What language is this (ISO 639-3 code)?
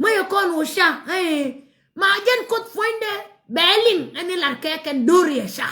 nus